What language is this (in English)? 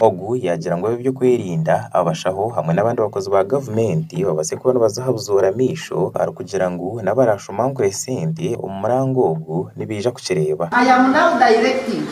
Nyankole